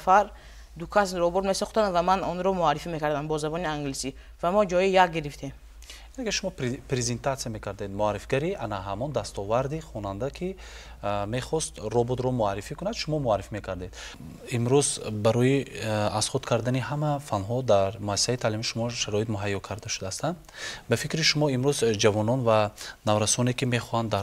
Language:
Tajik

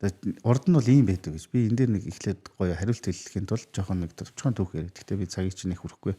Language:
Mongolian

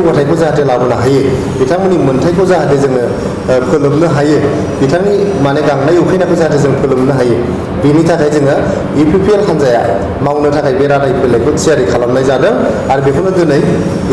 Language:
Bodo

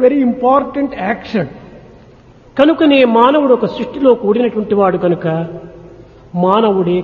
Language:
Telugu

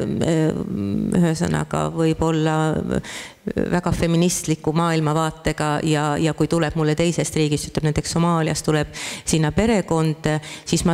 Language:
Estonian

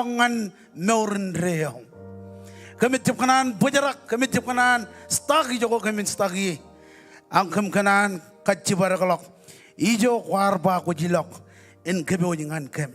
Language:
Marshallese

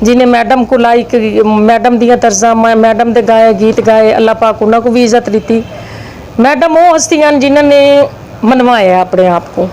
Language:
Saraiki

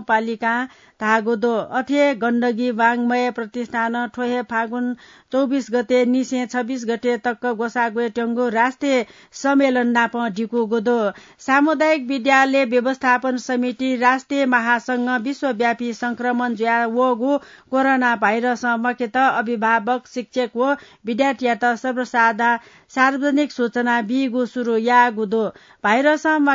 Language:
Newari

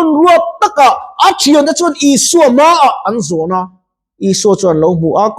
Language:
Mizo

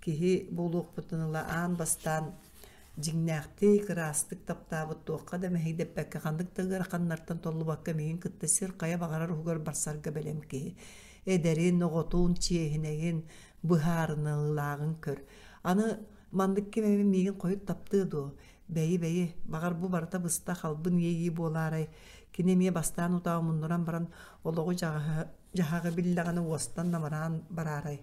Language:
Yakut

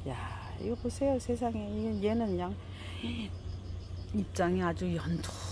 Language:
Korean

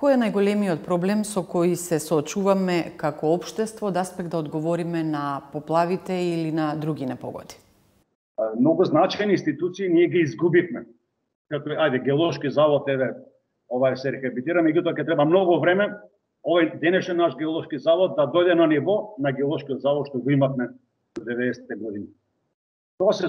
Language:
Macedonian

